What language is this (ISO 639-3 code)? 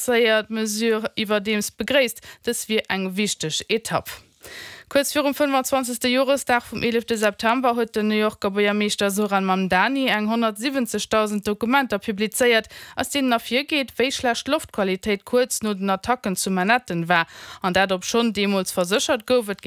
ltz